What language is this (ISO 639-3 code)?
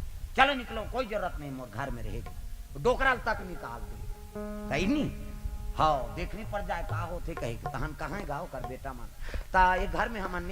hne